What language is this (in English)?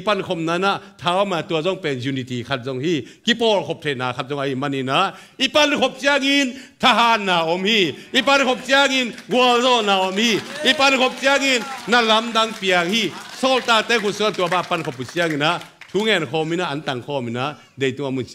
Tedim Chin